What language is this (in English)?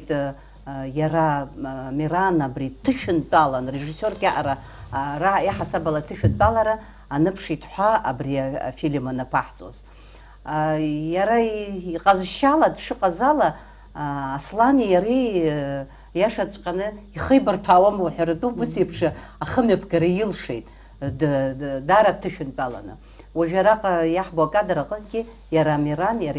Abkhazian